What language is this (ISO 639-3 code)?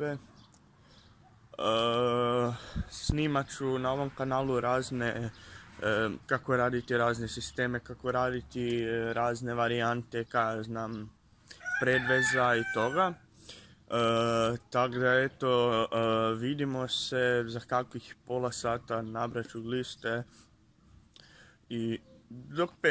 hrv